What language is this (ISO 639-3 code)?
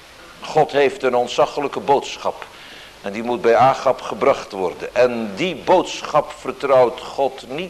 nld